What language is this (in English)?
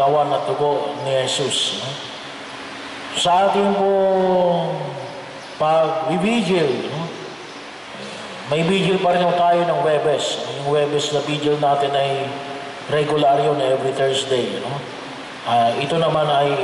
Filipino